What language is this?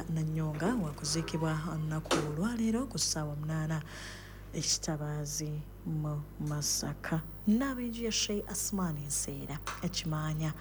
Ganda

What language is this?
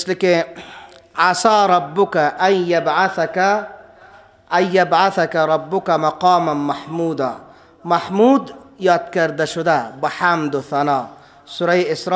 Persian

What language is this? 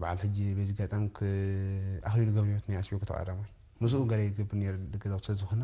Tigrinya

